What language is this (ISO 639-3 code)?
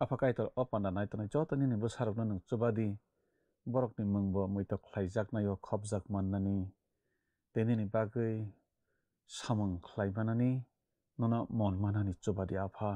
trp